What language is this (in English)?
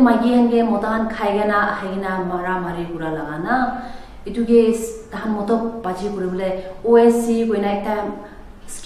Naga Pidgin